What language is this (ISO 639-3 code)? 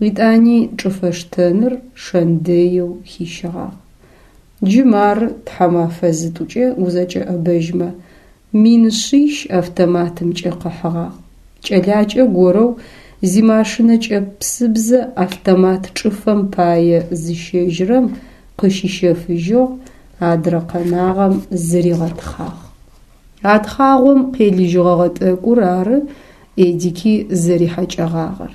ady